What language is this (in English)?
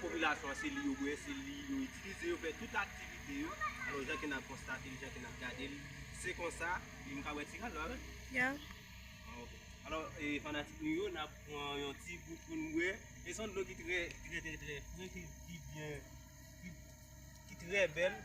Haitian Creole